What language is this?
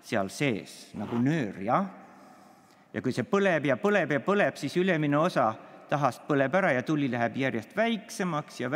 Estonian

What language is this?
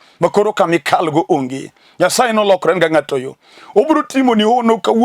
Luo (Kenya and Tanzania)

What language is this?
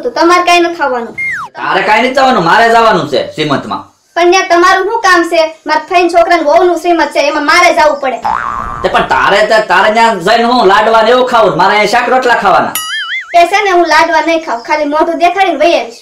Gujarati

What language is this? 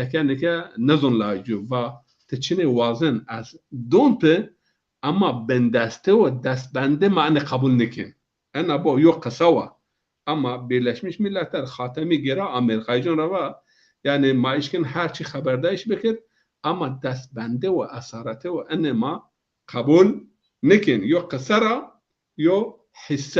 Zaza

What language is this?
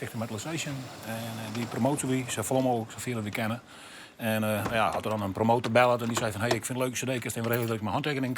Western Frisian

